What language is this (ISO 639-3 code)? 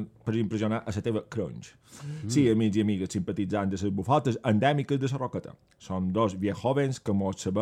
cat